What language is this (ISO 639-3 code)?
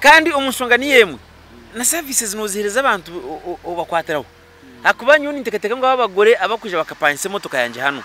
nyn